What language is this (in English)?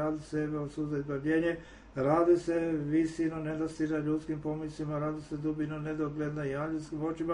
Serbian